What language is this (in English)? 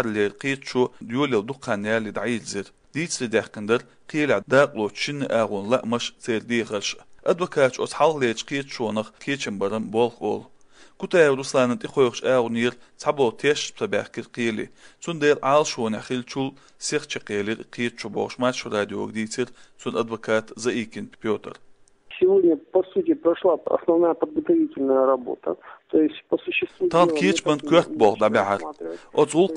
Chechen